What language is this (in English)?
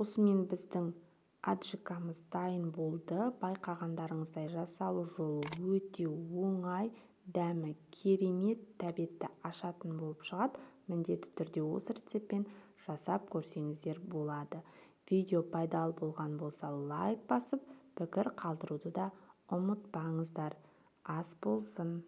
Kazakh